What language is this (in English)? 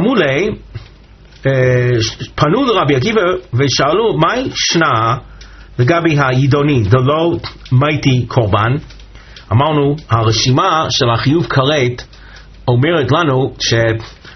Hebrew